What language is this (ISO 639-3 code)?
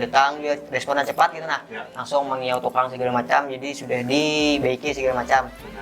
bjn